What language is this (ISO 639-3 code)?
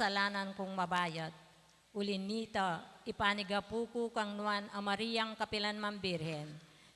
pam